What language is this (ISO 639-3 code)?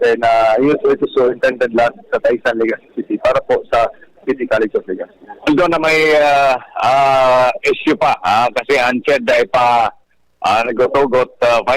bik